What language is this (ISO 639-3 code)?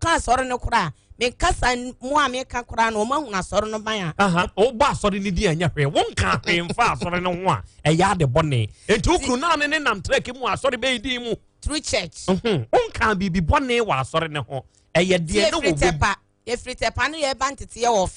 aka